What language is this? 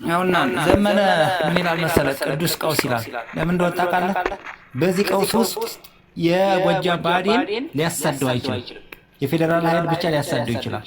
Amharic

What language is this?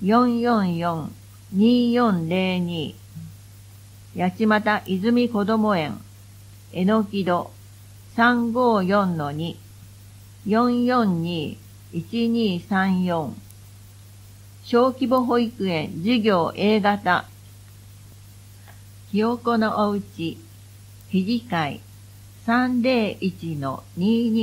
Japanese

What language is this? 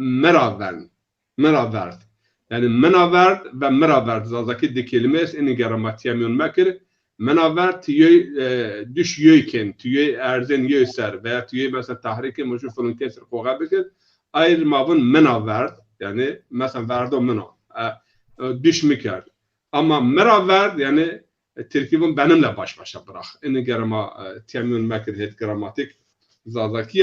Zaza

